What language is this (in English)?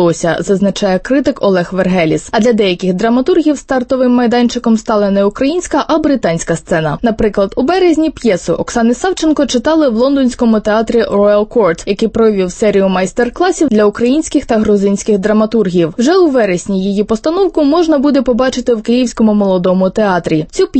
Ukrainian